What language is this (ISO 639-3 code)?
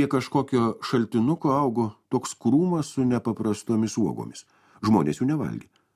lit